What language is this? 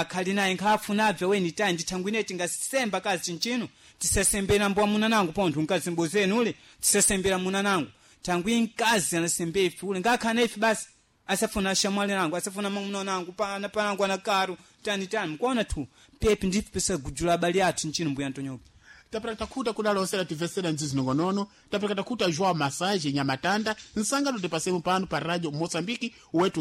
Sena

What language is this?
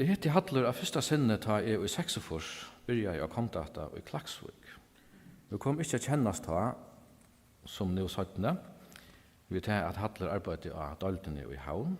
Faroese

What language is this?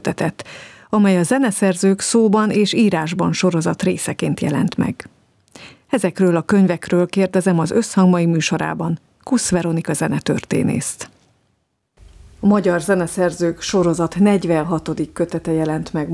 Hungarian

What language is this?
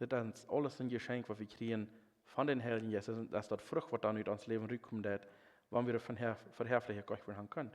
Plautdietsch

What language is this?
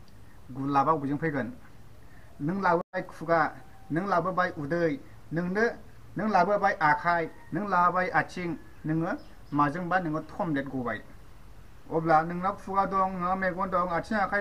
Bodo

